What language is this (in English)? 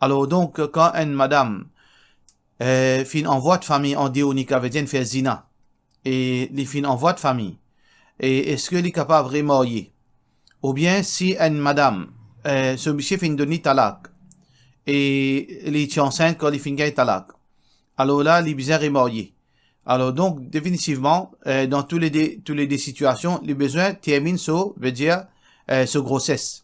Morisyen